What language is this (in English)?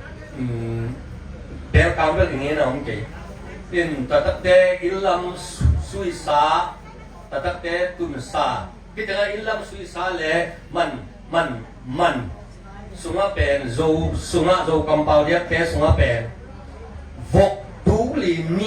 Tedim Chin